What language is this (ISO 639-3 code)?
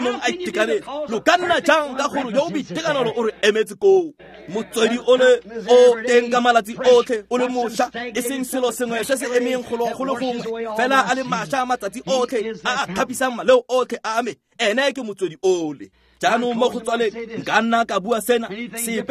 tsn